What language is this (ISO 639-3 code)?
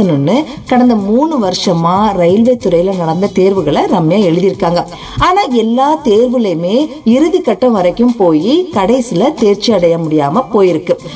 tam